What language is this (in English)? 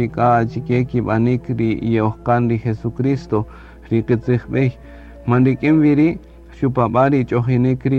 Kaqchikel